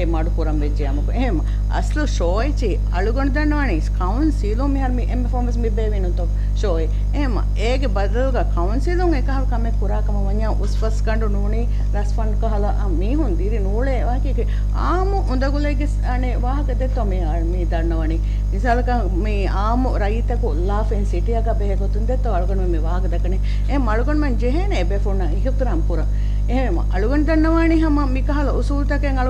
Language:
Divehi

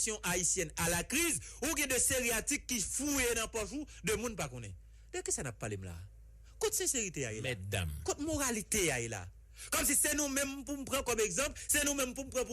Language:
Haitian Creole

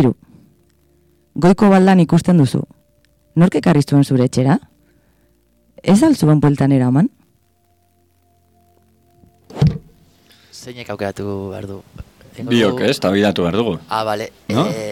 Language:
Basque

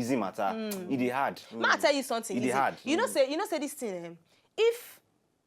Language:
Nigerian Pidgin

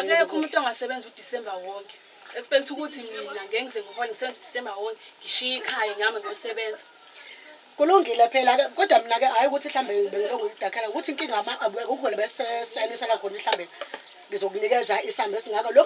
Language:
Zulu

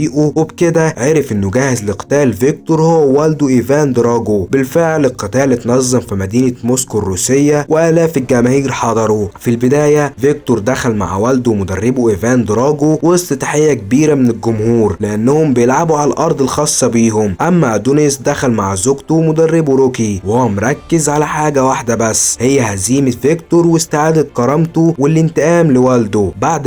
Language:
Egyptian Arabic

